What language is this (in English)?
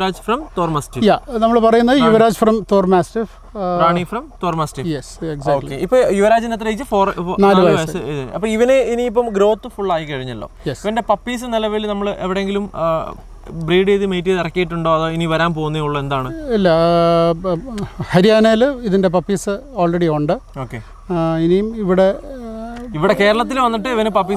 Malayalam